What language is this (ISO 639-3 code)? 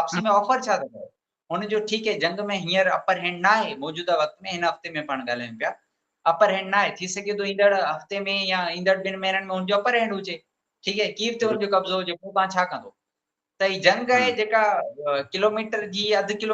snd